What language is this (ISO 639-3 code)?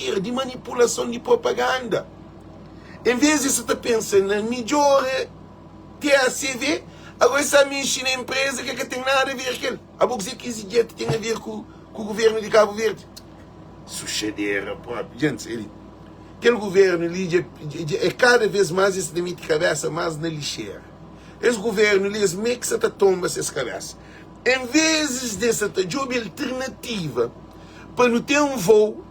kea